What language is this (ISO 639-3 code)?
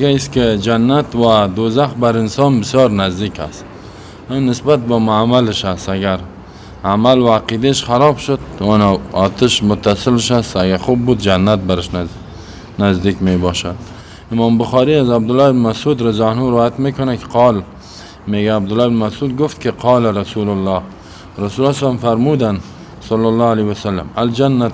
fas